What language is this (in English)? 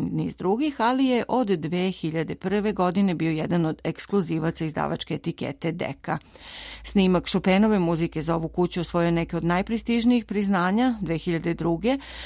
Serbian